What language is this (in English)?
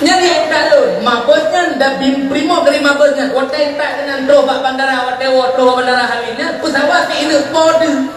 Achinese